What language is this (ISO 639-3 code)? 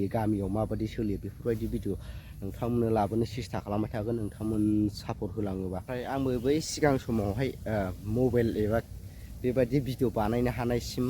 brx